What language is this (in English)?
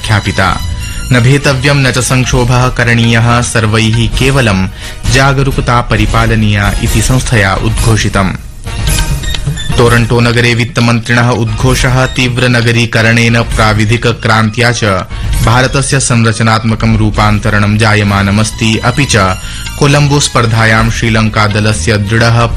Sanskrit